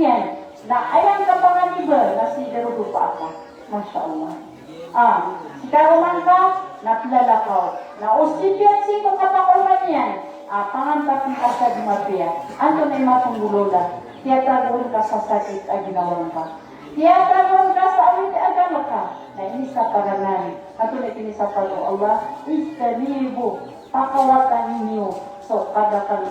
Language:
Maranao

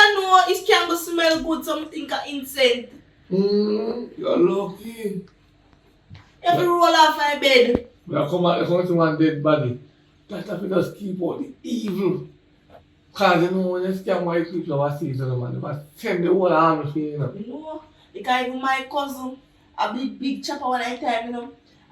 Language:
Jamaican Creole English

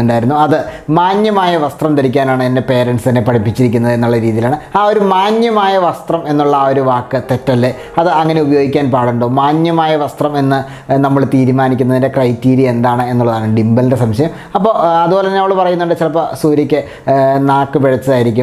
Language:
Malayalam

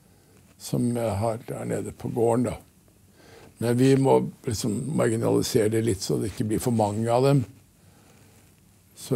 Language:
Norwegian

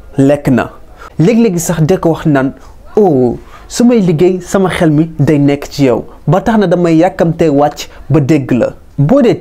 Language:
Wolof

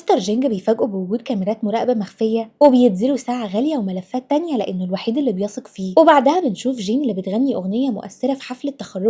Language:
Egyptian Arabic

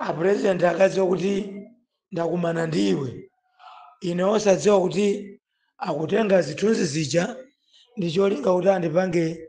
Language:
Nyanja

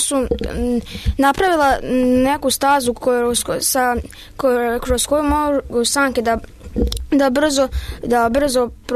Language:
Serbian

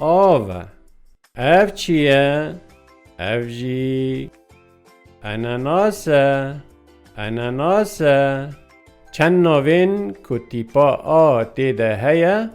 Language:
Kurdish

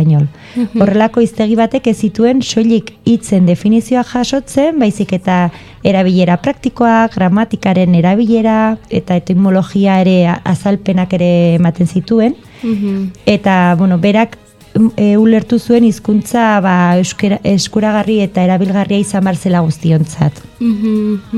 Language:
Basque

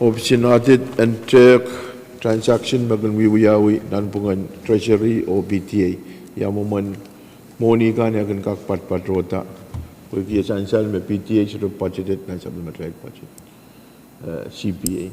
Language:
Pohnpeian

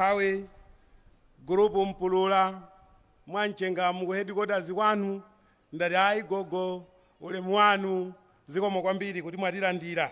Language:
Nyanja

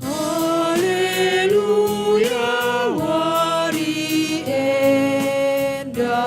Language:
Batak Karo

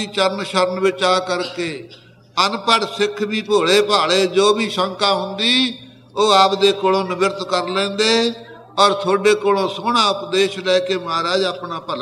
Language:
Punjabi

